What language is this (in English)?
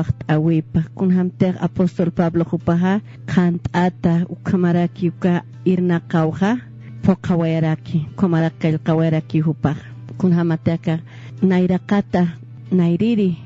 Aymara